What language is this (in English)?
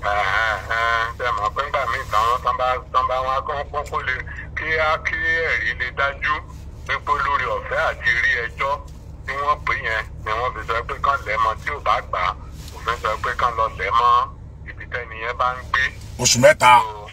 Yoruba